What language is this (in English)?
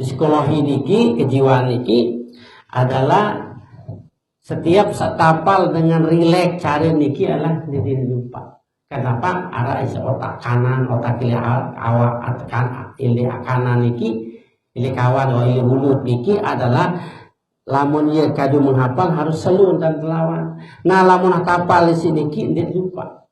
Sasak